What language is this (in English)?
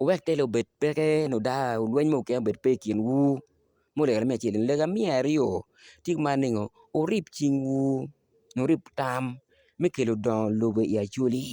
Acoli